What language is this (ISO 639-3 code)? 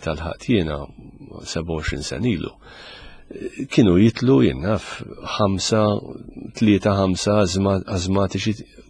mlt